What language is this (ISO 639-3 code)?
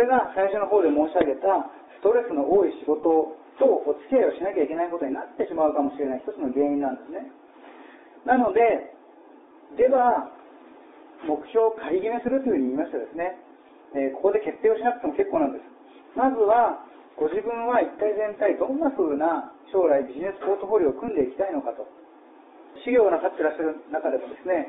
jpn